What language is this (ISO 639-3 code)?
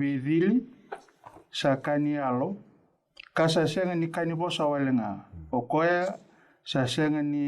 fij